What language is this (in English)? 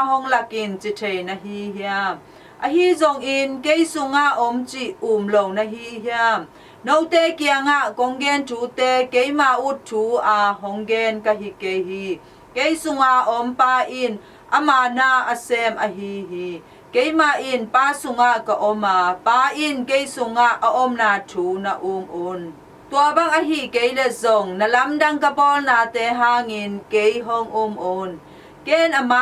Tedim Chin